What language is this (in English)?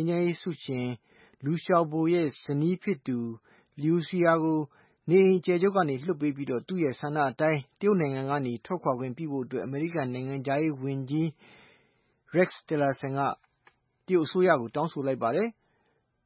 Burmese